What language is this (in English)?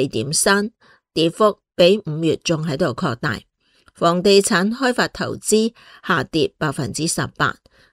Cantonese